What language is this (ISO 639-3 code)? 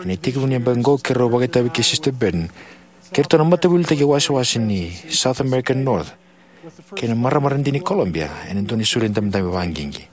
fij